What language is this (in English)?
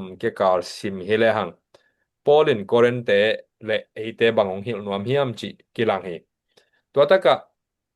Tedim Chin